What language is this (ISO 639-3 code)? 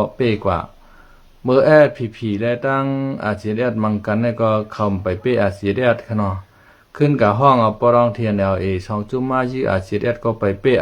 shn